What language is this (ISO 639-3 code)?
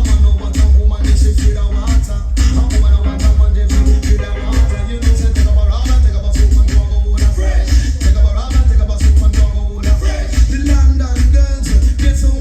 jam